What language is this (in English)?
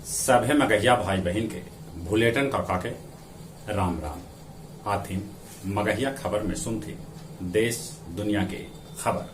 Magahi